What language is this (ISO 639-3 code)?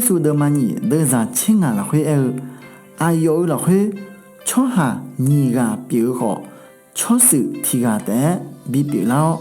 ahk